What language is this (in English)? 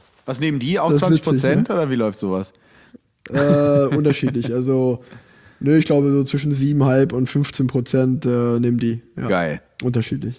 German